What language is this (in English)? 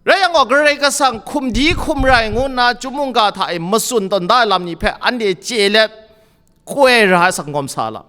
Kachin